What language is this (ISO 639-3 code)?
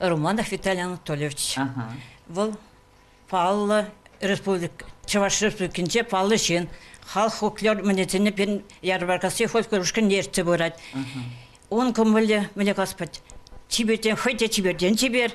chv